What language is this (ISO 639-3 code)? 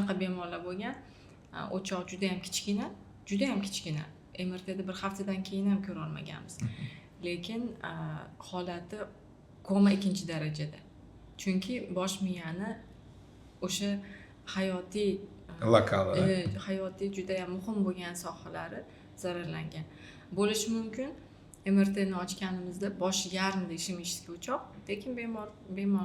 uzb